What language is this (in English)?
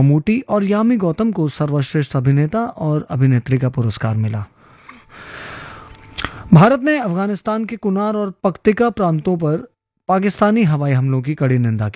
Hindi